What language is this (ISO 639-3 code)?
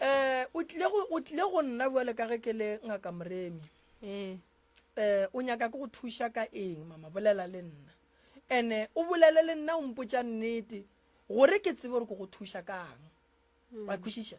nso